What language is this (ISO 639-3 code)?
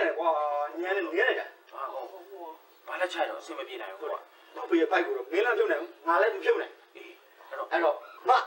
mya